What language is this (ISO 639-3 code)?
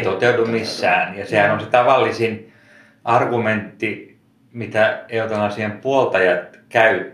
fin